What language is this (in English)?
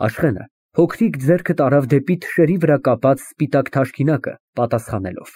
Armenian